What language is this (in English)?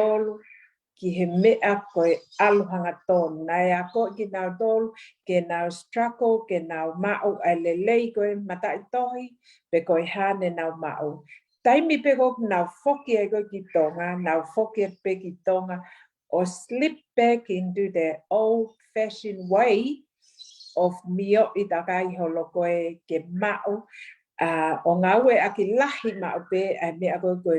Tongan